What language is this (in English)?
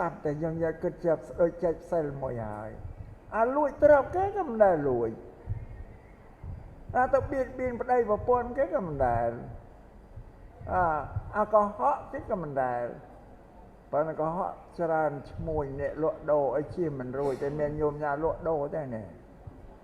Khmer